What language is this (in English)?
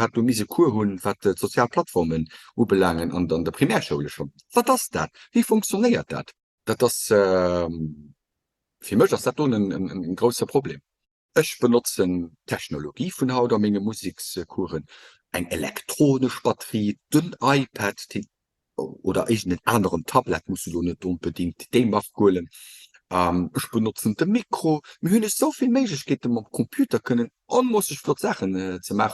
Luxembourgish